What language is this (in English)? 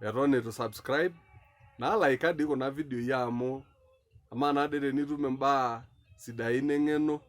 Masai